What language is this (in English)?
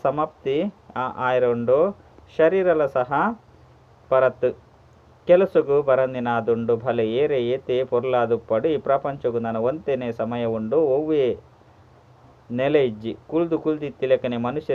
Tulu